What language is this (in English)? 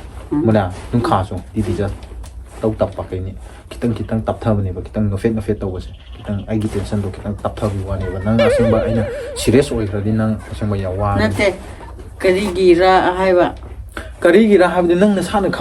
Manipuri